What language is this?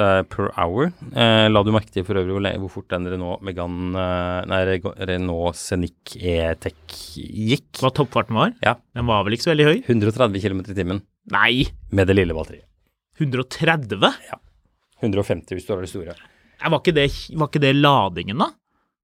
Norwegian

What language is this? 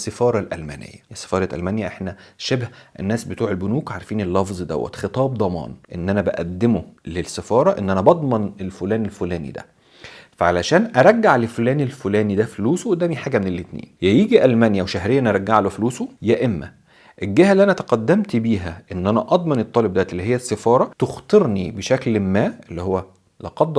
Egyptian Arabic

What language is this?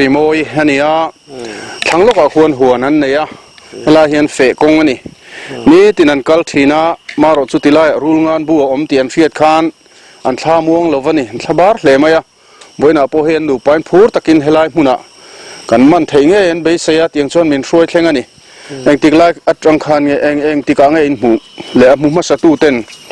Mizo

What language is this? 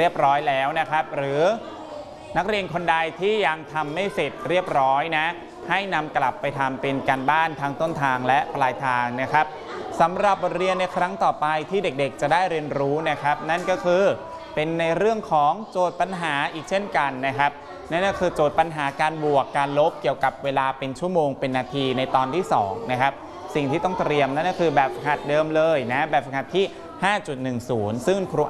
Thai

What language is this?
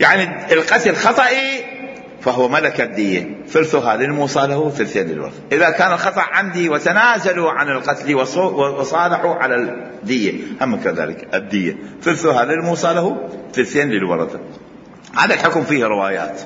Mesopotamian Arabic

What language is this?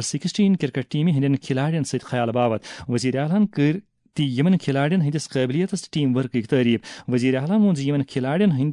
Kashmiri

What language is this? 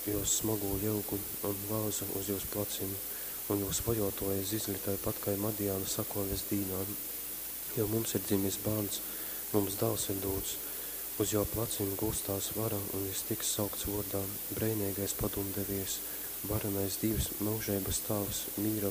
Latgalian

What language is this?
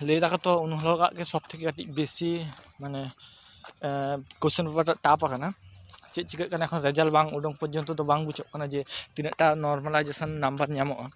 Santali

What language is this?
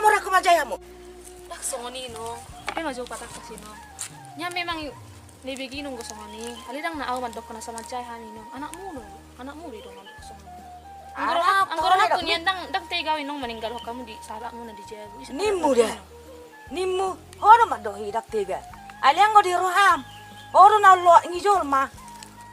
Batak Toba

